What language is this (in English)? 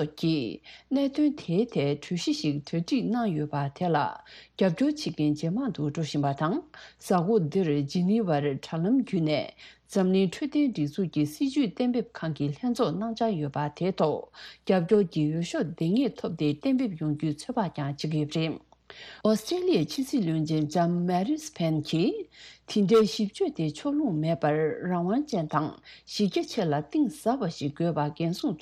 Tibetan